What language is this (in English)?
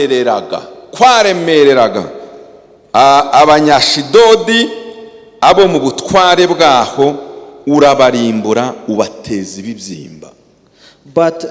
Kinyarwanda